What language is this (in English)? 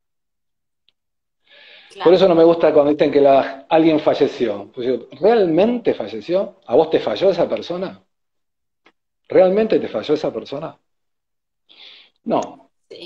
Spanish